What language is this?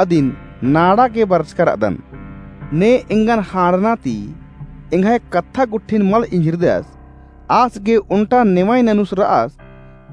Kurukh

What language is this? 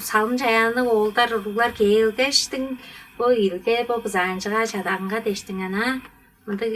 Tuvinian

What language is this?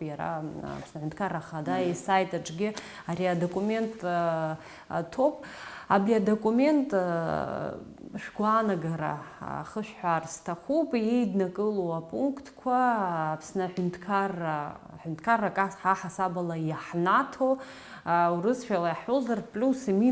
Abkhazian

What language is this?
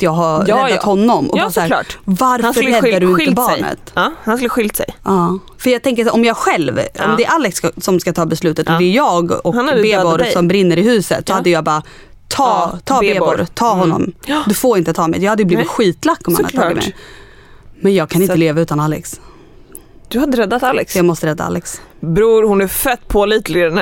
Swedish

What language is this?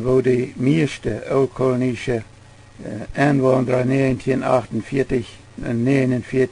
Plautdietsch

